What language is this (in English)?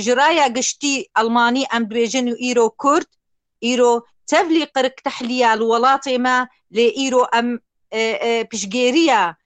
Kurdish